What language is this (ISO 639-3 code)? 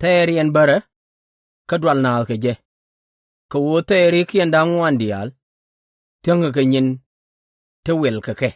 nus